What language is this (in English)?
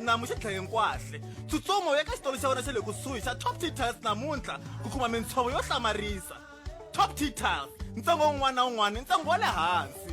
Tsonga